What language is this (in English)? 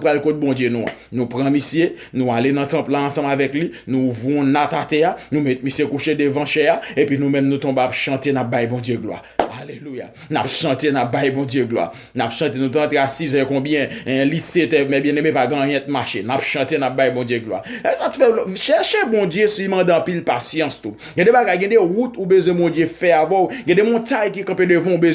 Haitian Creole